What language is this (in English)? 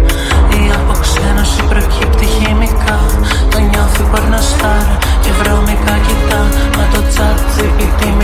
Greek